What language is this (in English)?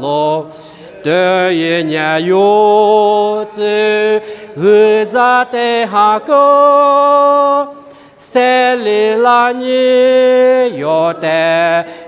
Lisu